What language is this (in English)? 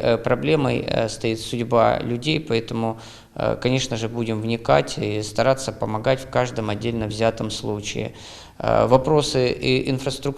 Crimean Tatar